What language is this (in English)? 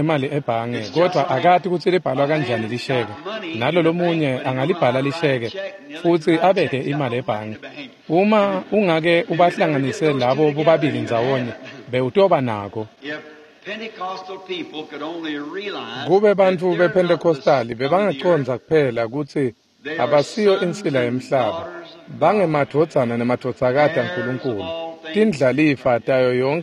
Swati